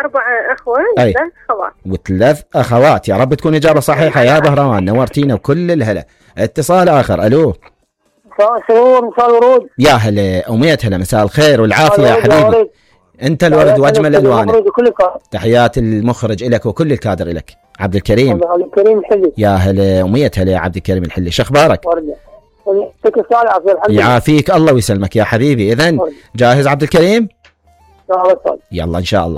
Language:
Mesopotamian Arabic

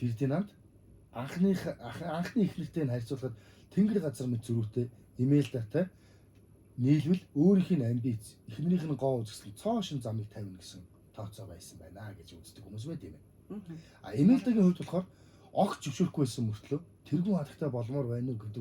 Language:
Mongolian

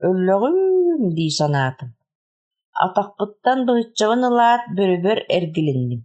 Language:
Yakut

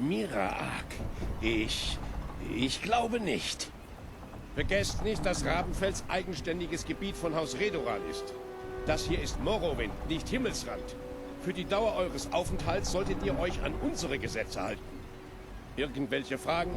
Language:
Bavarian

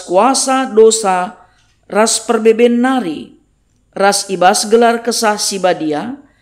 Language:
Batak Karo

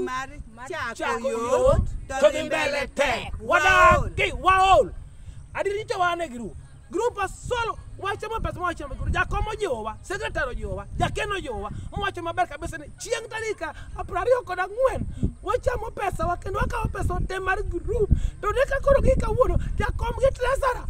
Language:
Luo (Kenya and Tanzania)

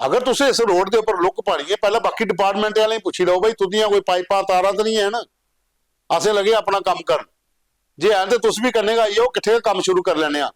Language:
Dogri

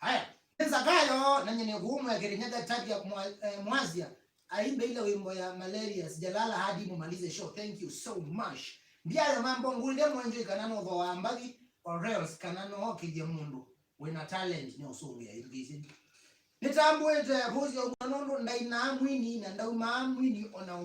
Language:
Kamba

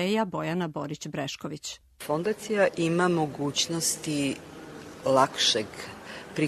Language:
Serbian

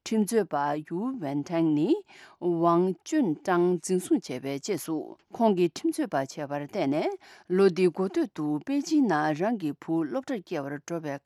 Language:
Tibetan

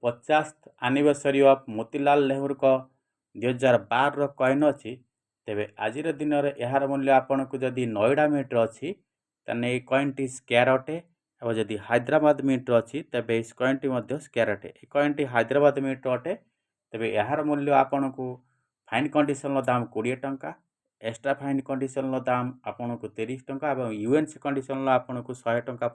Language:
Odia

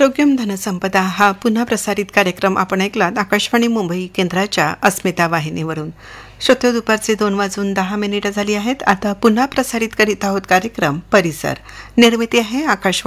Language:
Marathi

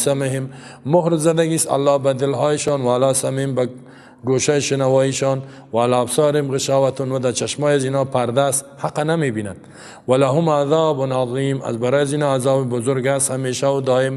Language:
Persian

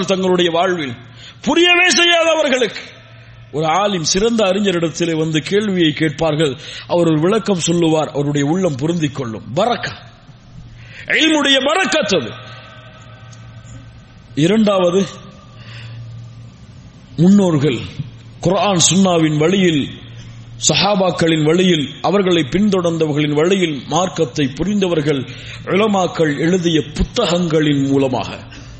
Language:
Tamil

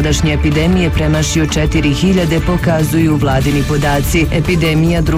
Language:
Bosnian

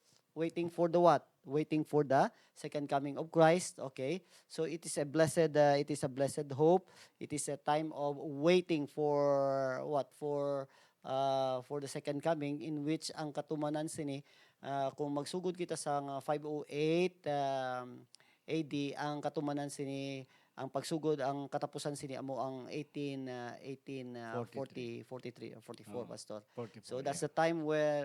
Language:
Hiligaynon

